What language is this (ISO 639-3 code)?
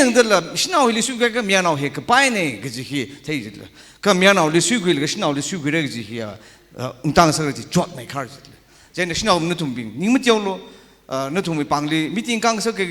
nmf